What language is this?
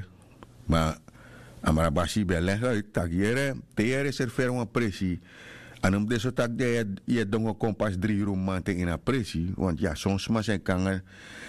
Sranan Tongo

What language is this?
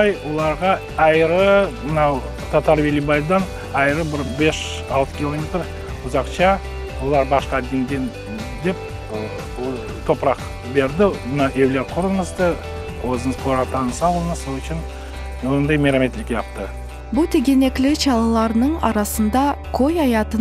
Crimean Tatar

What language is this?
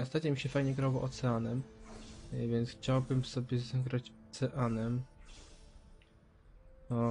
Polish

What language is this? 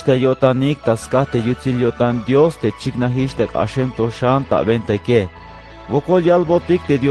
Tzeltal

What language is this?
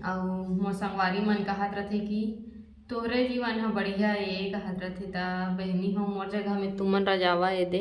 Chhattisgarhi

